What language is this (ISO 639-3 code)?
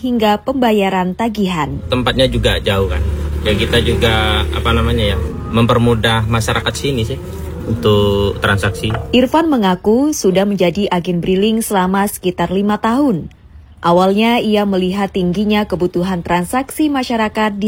ind